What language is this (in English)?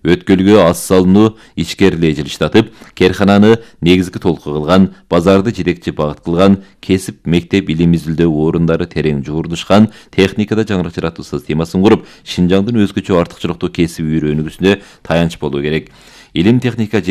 Kyrgyz